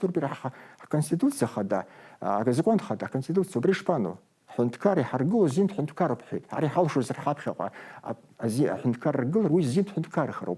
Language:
Abkhazian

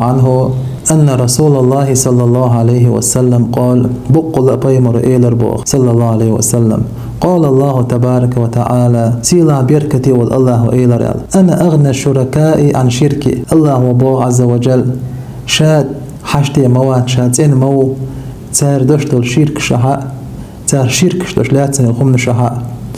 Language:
Chechen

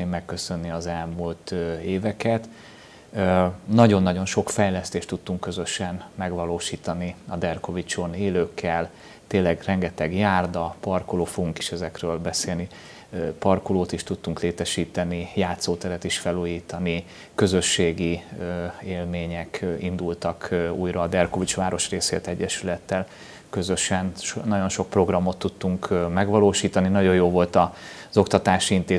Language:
Hungarian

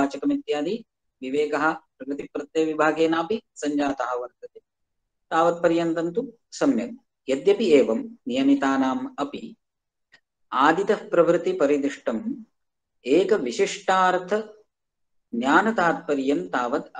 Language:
Sanskrit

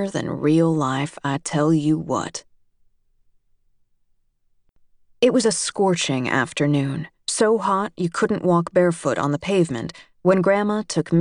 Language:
English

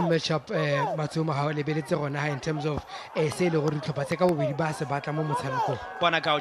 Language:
Tswana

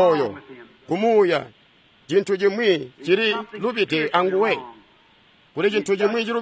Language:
Tonga (Zambia)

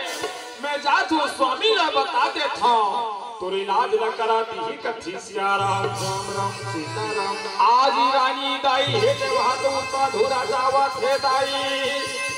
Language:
Chhattisgarhi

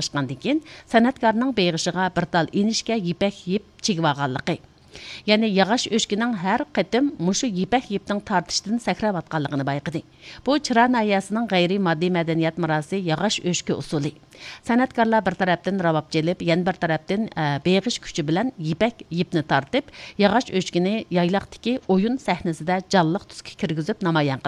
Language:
Uyghur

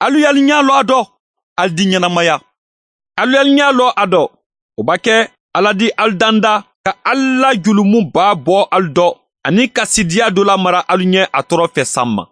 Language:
Bambara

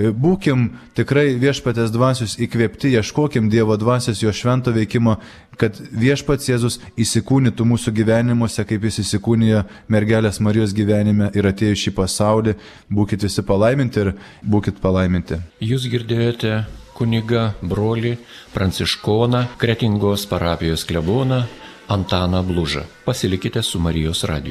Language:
Lithuanian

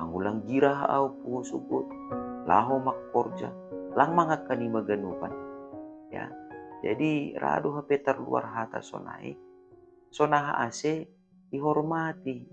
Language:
Batak Simalungun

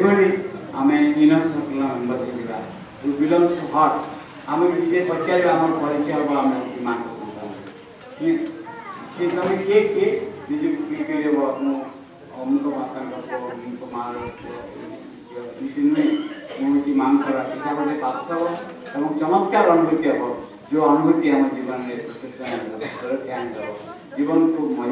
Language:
Odia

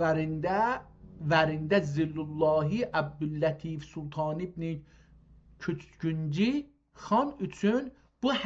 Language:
South Azerbaijani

